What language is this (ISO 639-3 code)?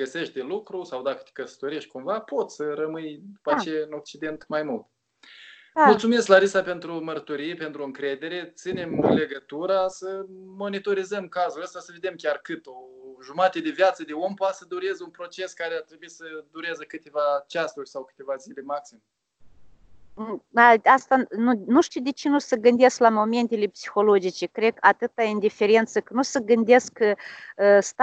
ron